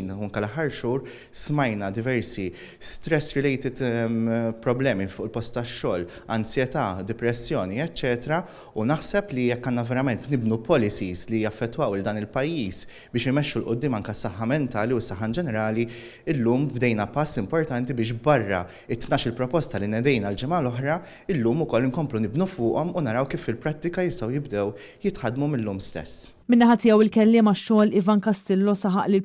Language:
Maltese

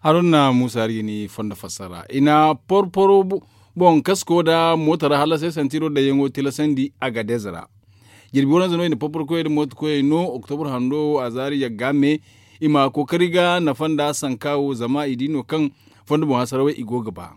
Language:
Zarma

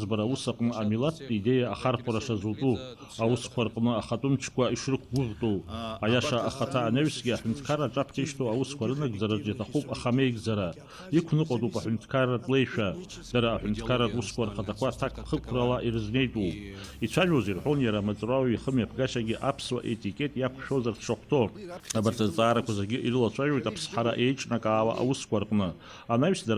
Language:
Abkhazian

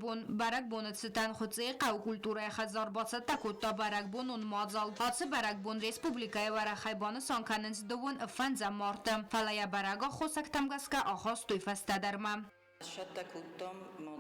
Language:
Ossetic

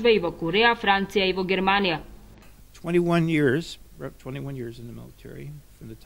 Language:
Macedonian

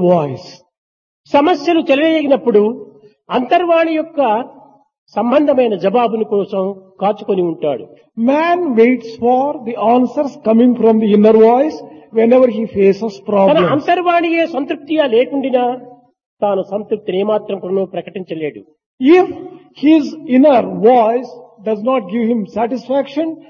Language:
Telugu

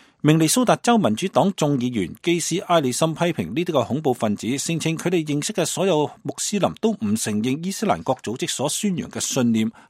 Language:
Cantonese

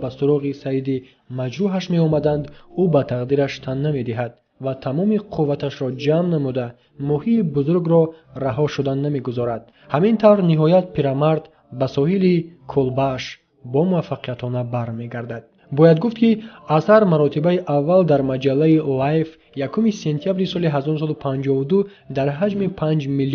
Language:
Tajik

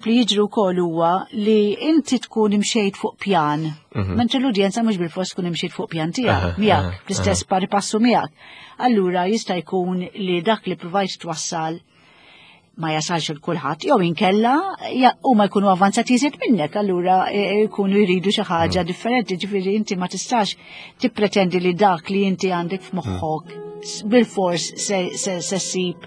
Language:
Maltese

